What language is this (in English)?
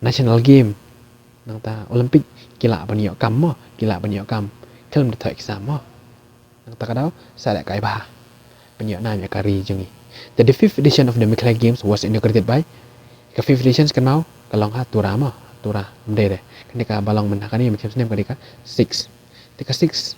Khasi